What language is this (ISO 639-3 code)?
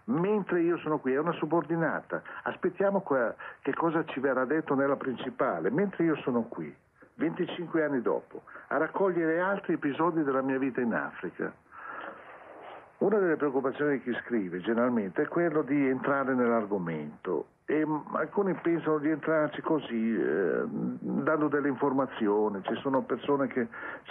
ita